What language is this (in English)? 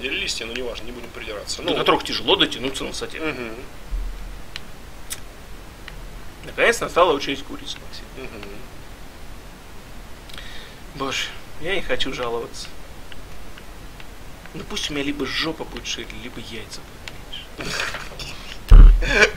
Russian